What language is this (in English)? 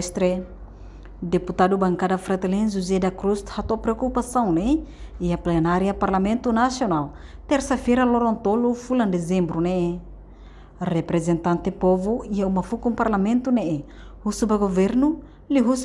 Tetum